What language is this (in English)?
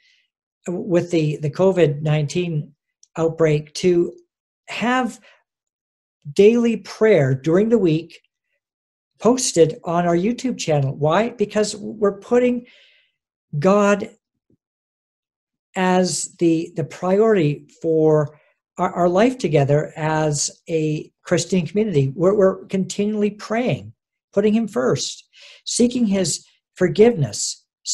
English